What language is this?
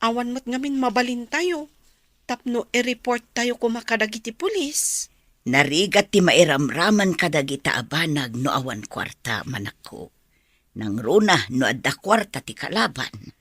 Iloko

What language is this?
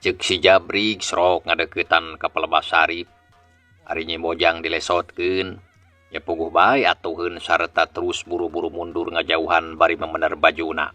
Sundanese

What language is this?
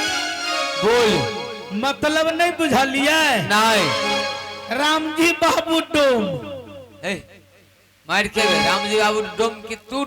Maithili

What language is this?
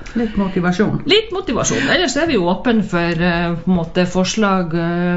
Norwegian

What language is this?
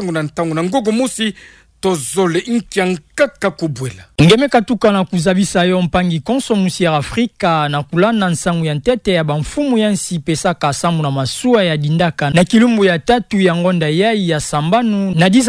Kituba (Democratic Republic of Congo)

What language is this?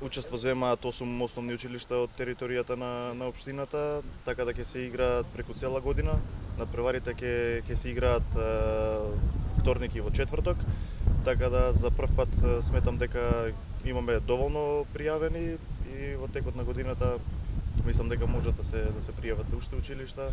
Macedonian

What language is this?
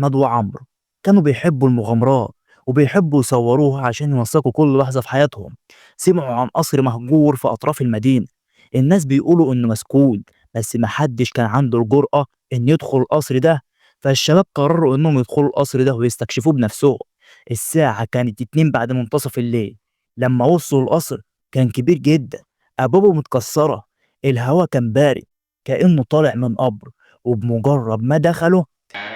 Egyptian Arabic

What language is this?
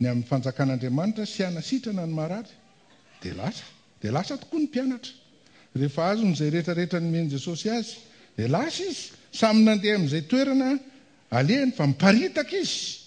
Malagasy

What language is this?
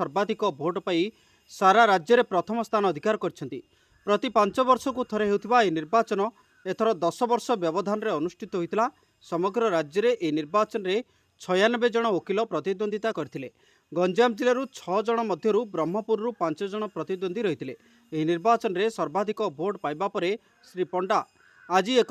Odia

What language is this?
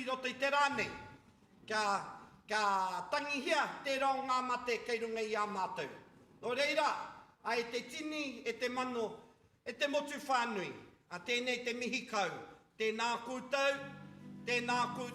Māori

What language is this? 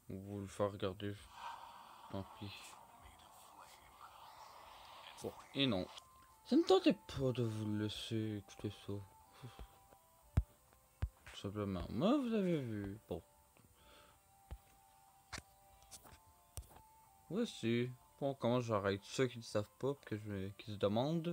French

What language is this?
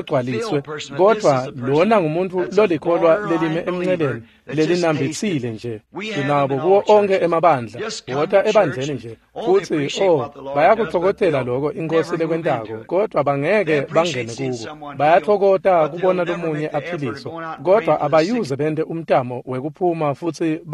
Swati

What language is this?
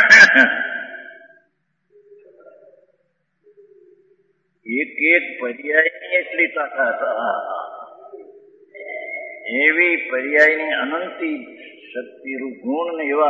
Gujarati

